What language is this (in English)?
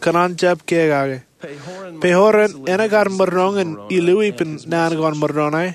Marshallese